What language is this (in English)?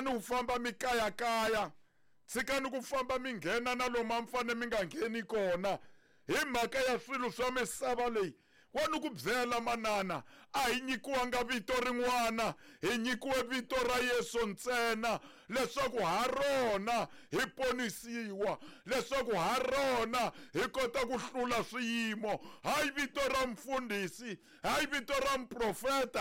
Tsonga